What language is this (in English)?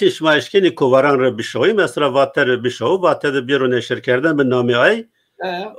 Zaza